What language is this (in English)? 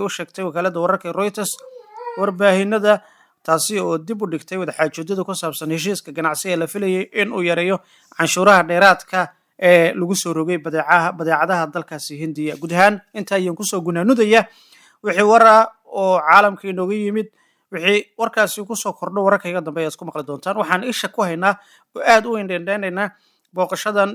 Somali